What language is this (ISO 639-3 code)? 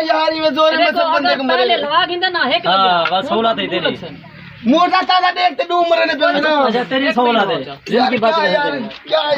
skr